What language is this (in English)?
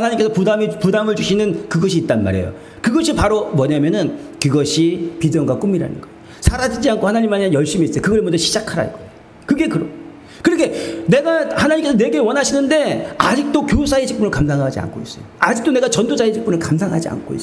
Korean